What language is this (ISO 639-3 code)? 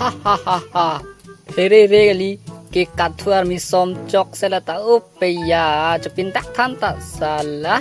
mjw